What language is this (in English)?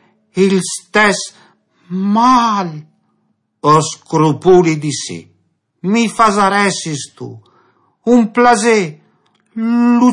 Friulian